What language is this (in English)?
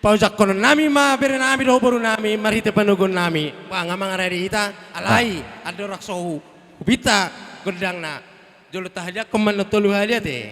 Batak Toba